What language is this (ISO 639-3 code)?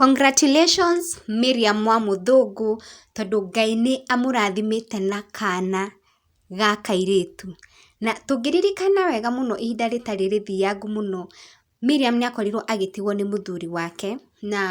kik